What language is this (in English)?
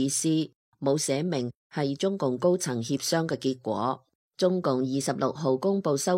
Cantonese